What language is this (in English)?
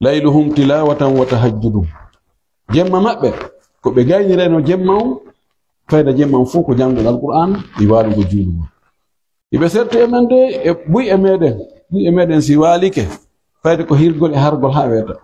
Pular